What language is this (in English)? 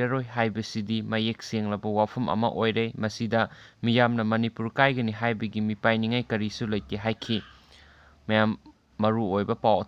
Manipuri